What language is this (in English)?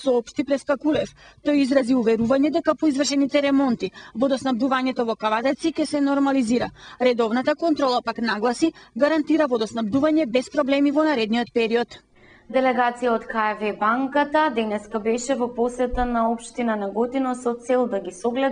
Macedonian